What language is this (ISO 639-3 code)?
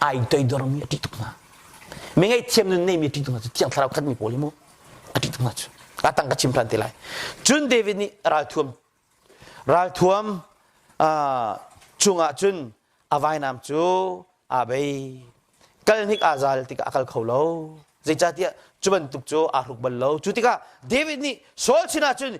cnh